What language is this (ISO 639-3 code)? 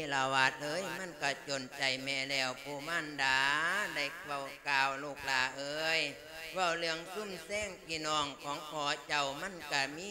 lao